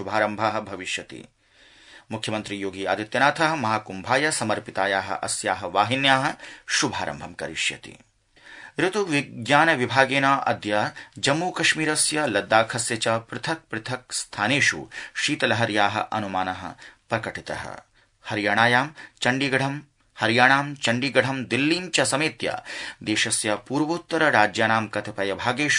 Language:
Sanskrit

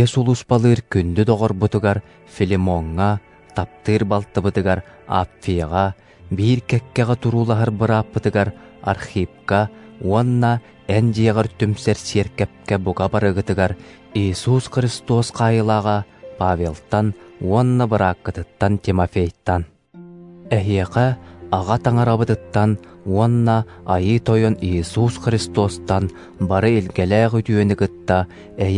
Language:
Yakut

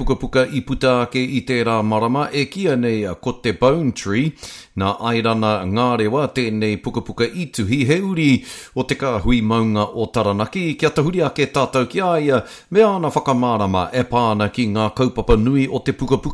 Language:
Māori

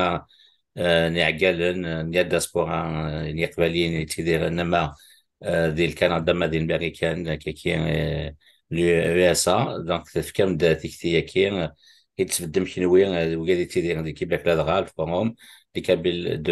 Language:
Kabyle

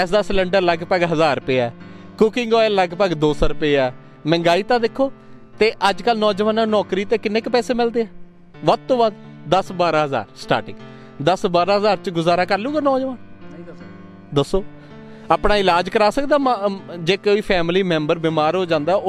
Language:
Punjabi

